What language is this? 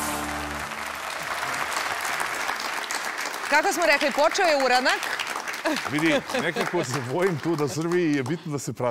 Serbian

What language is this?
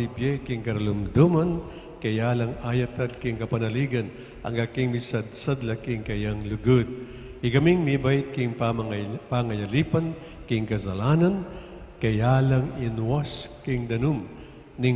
Pampanga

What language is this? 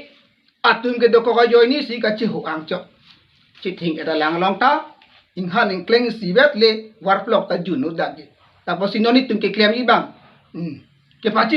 Karbi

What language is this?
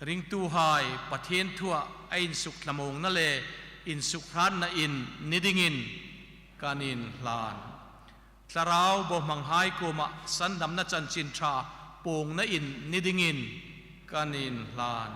Hmar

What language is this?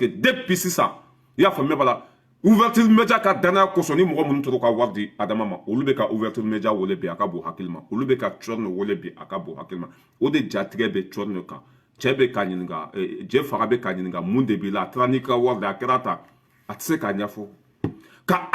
Bambara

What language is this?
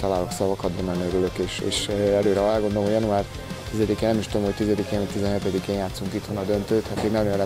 Hungarian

